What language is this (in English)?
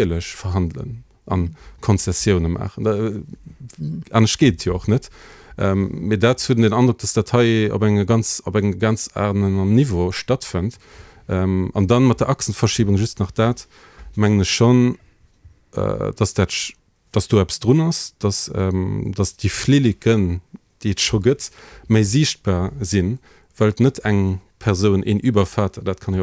Luxembourgish